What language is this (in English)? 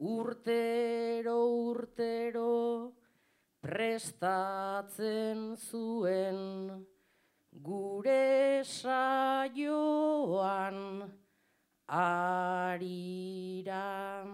Basque